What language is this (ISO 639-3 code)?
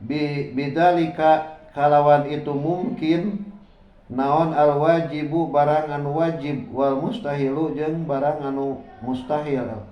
sun